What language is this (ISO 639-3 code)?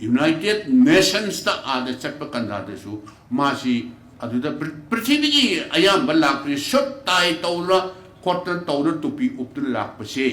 mni